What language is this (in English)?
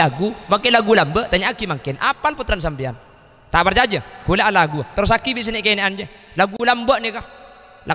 Madurese